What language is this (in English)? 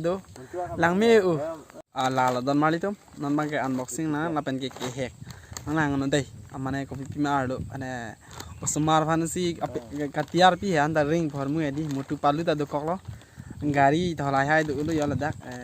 Karbi